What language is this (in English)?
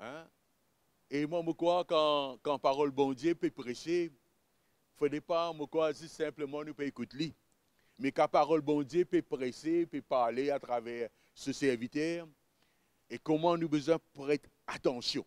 Morisyen